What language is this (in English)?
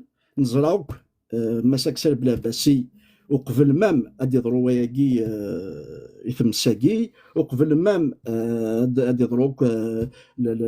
Kabyle